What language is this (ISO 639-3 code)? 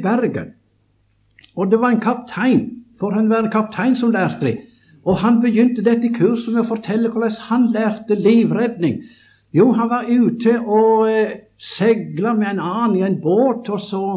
nor